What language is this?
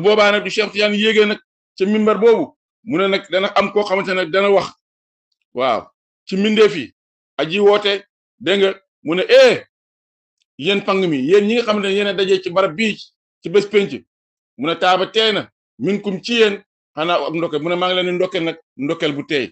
Wolof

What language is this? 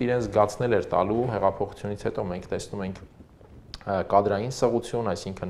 Armenian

